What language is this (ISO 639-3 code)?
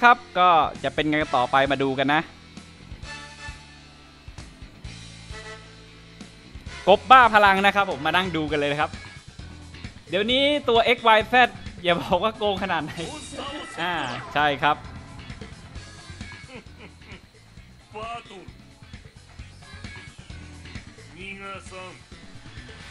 tha